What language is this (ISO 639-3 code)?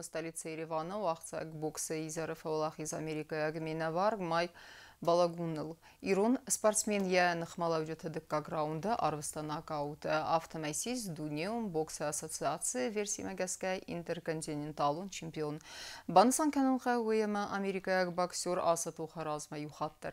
oss